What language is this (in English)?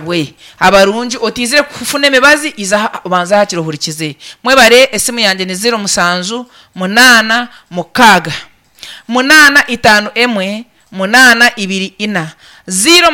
Nyankole